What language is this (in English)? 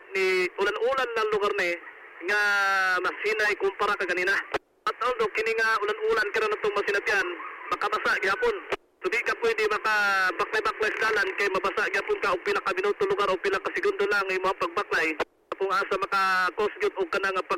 Cebuano